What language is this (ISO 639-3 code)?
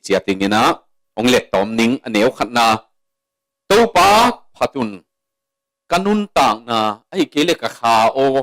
ctd